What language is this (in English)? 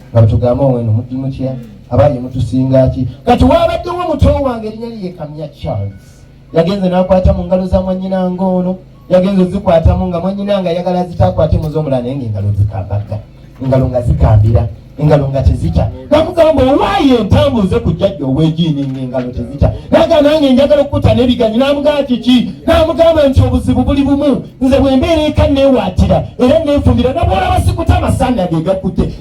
Ganda